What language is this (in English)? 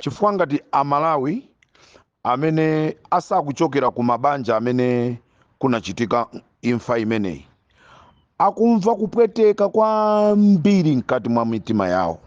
Nyanja